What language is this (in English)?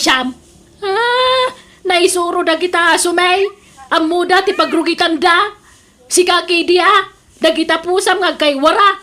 Iloko